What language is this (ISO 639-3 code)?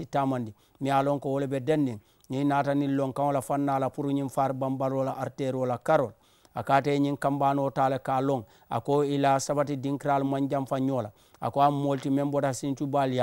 man